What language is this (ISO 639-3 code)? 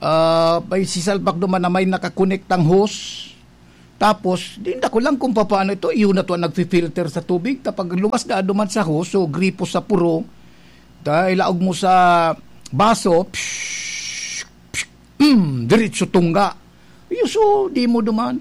bik